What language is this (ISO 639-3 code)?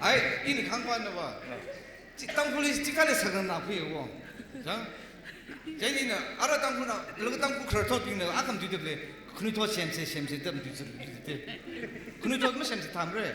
nmf